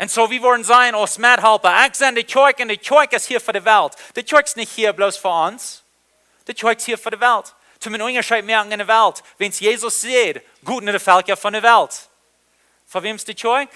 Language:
Plautdietsch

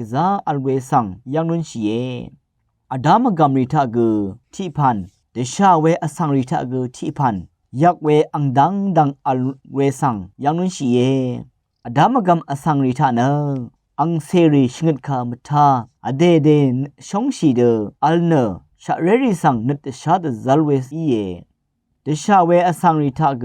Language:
Rawang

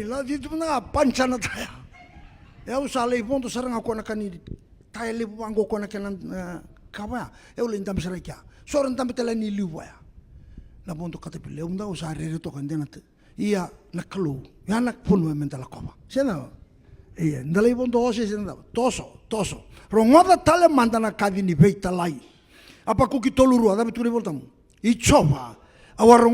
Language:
Fijian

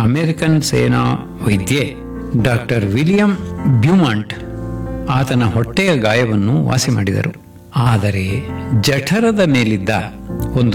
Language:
Kannada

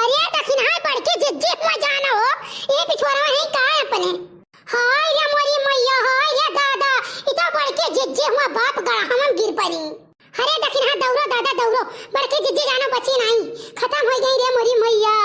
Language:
Awadhi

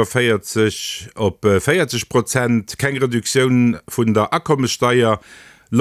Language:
Luxembourgish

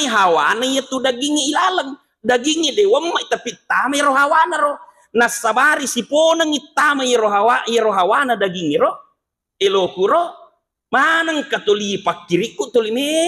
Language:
Buginese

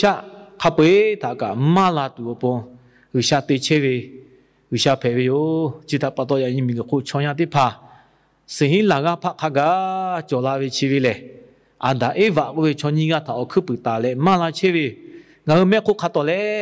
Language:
Lahu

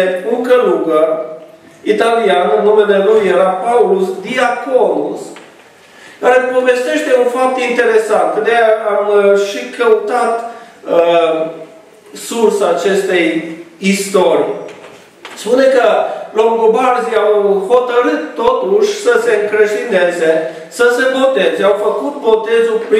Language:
Romanian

